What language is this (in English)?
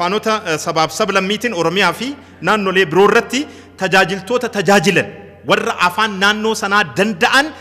Oromo